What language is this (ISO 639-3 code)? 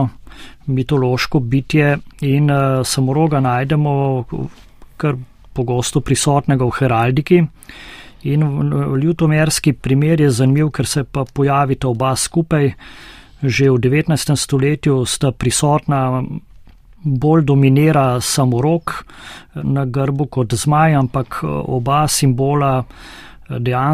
slv